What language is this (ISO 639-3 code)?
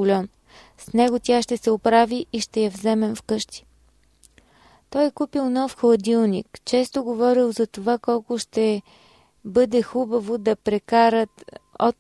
bul